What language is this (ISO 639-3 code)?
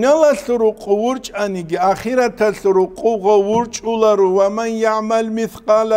ava